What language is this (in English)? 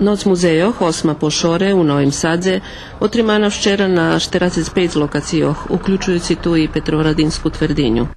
Rusyn